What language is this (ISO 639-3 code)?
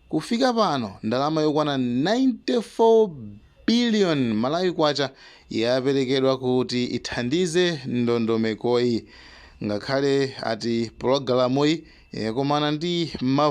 nya